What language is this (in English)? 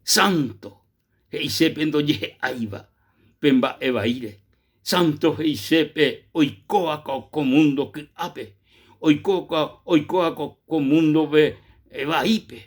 Guarani